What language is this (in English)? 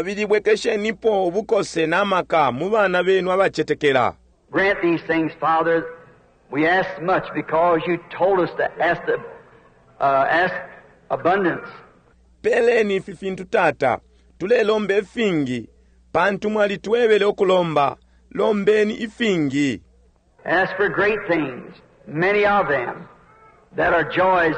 Bemba